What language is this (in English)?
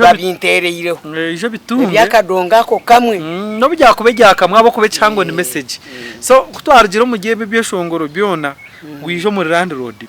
Nyankole